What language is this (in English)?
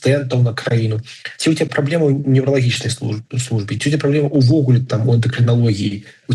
Belarusian